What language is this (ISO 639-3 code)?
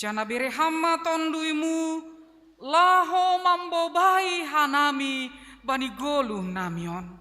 bts